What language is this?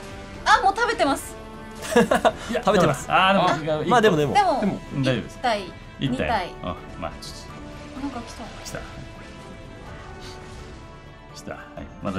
Japanese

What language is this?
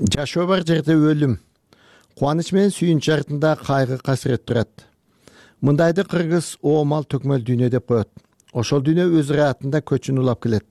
Kyrgyz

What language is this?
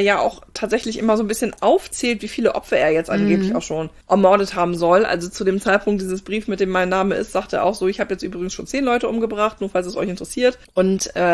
German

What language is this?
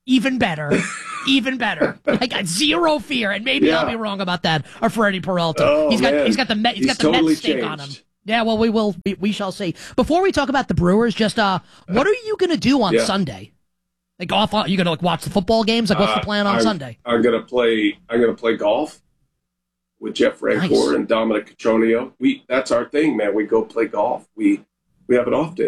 English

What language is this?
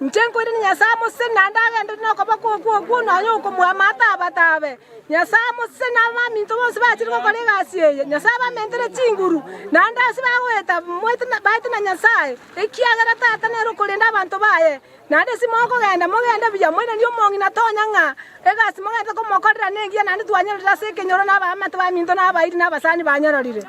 Gusii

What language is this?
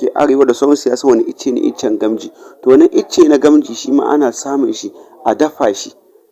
Hausa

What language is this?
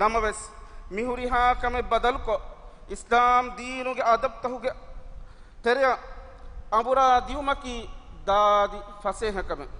Divehi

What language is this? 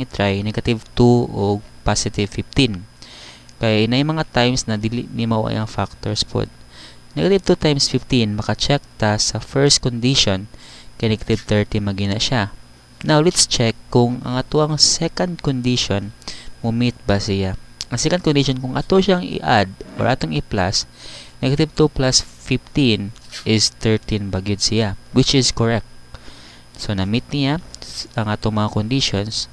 Cebuano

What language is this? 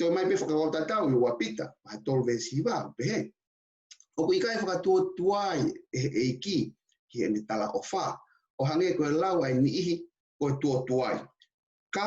Tongan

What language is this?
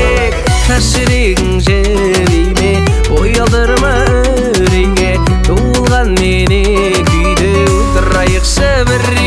Kazakh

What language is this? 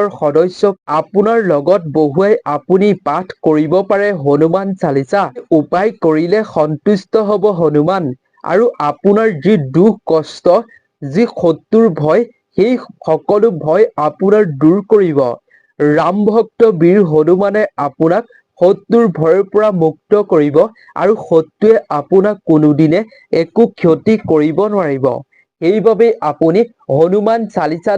Assamese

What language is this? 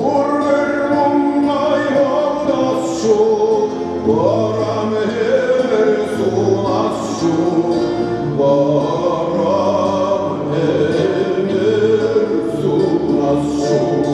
Chuvash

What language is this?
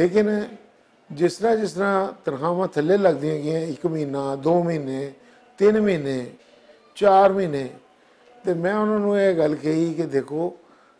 Western Panjabi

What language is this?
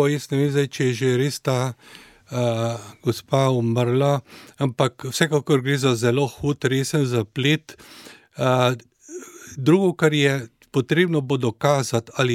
Slovenian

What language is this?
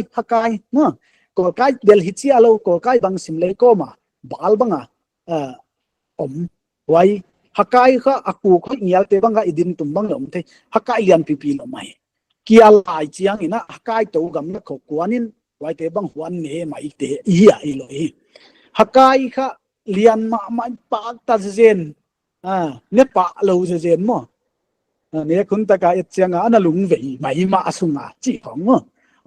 Paite Chin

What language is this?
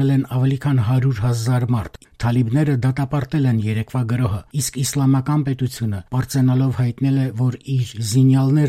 Armenian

